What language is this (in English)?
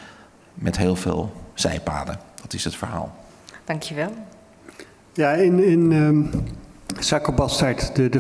Dutch